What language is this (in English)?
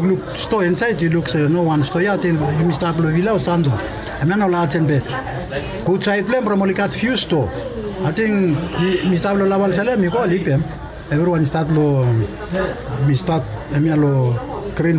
Bislama